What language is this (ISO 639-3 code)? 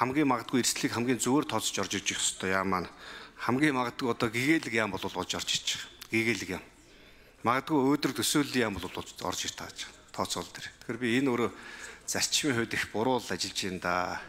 mon